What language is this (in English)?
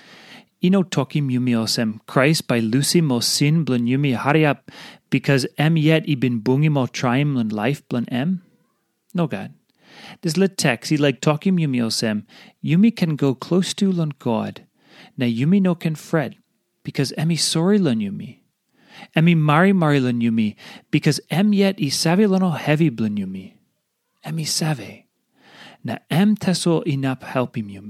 Tok Pisin